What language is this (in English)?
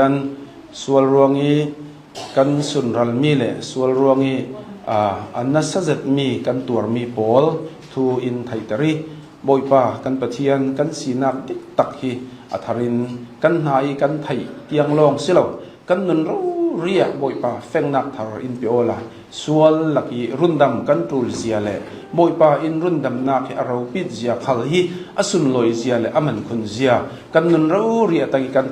Hakha Chin